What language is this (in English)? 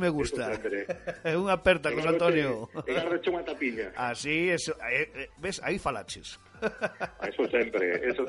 Galician